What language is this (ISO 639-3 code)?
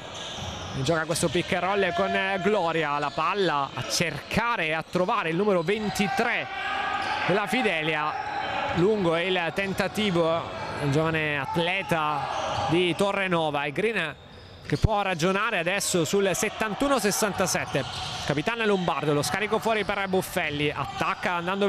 ita